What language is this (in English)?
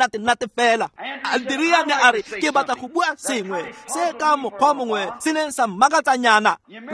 Tswana